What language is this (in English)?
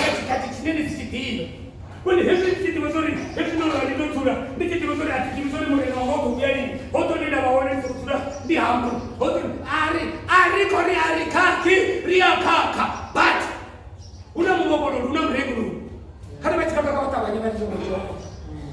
Venda